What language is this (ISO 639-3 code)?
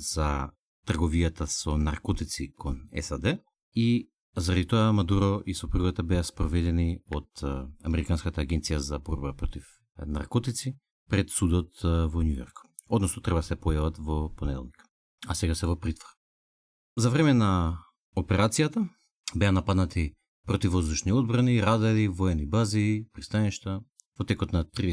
mkd